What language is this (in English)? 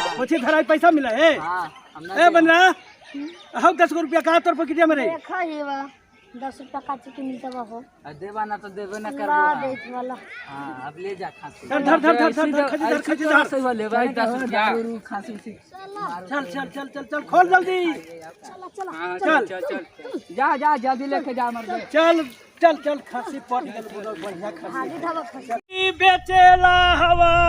Magahi